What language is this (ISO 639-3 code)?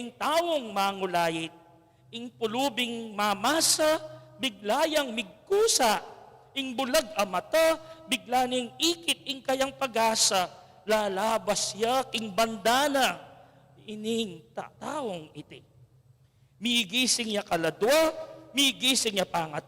pam